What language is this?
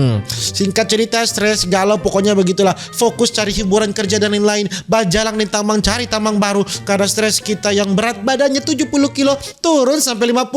Manado Malay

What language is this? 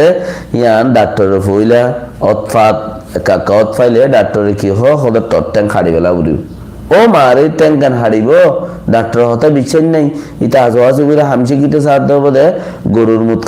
Rohingya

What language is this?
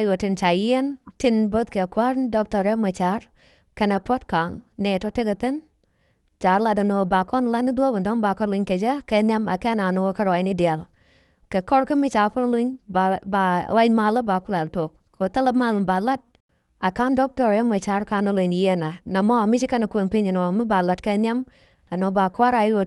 Nuer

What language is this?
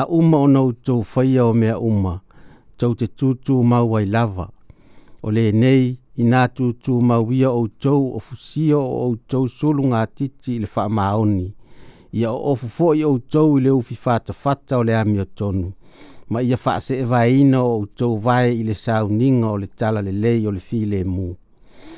Samoan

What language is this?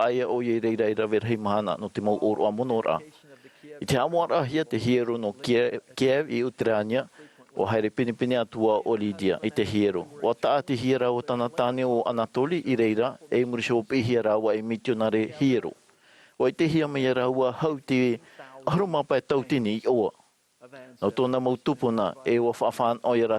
Tahitian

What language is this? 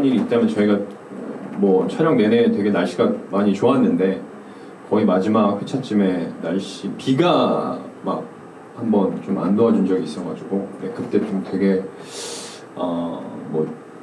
Korean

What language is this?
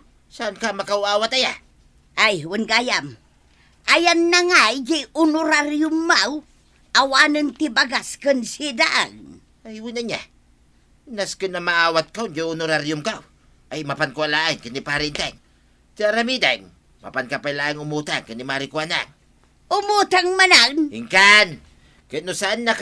Iloko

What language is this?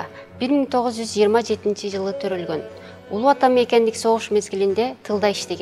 Kyrgyz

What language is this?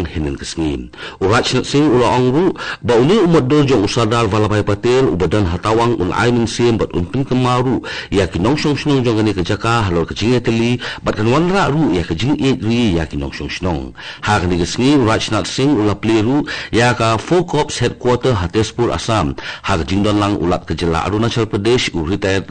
Khasi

